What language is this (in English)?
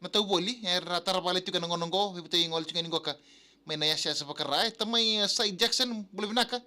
Fijian